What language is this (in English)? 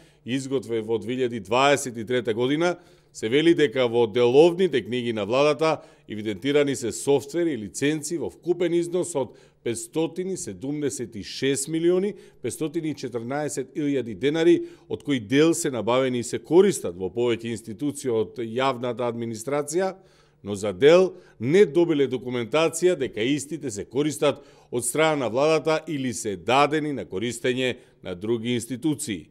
Macedonian